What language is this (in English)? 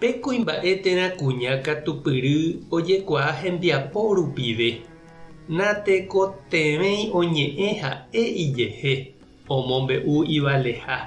Guarani